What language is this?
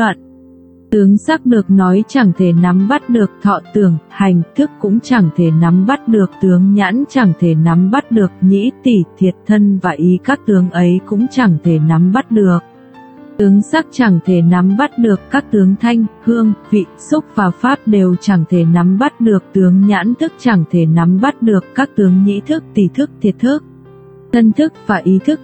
Vietnamese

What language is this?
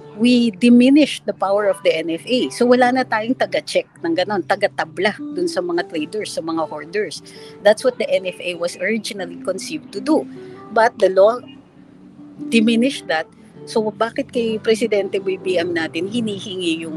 Filipino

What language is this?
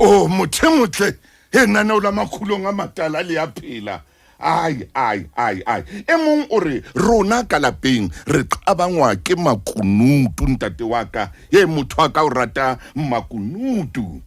Southern Sotho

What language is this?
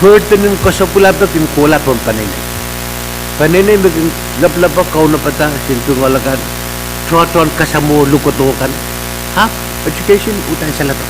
Pohnpeian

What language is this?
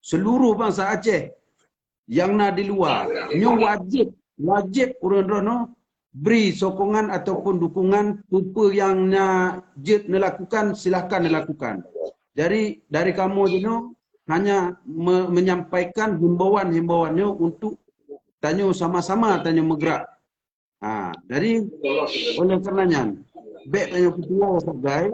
Achinese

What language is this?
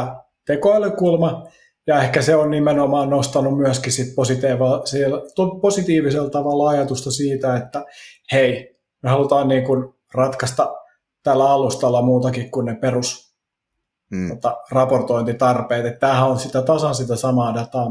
Finnish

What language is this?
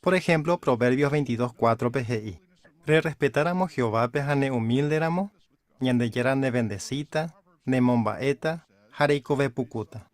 Guarani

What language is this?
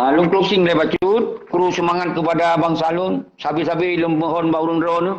Achinese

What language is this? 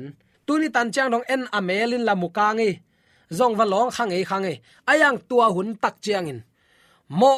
Tedim Chin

